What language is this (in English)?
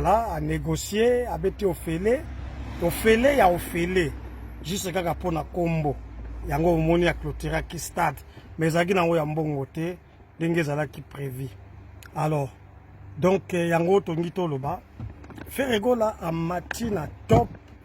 Lingala